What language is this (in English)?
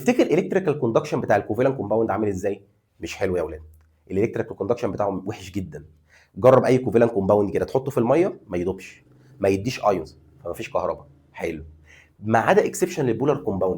Egyptian Arabic